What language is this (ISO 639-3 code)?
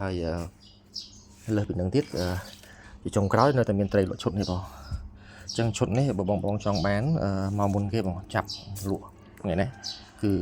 khm